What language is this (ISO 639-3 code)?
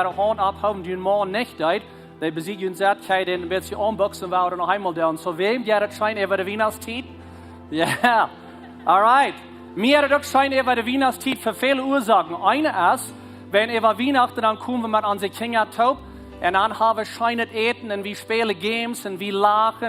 pdt